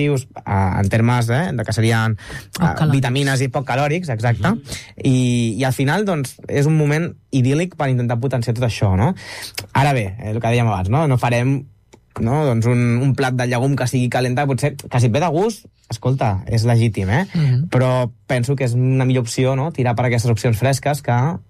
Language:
Catalan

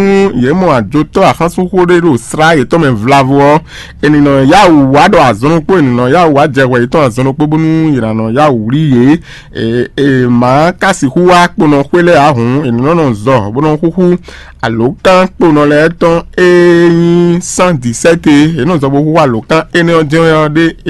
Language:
Fon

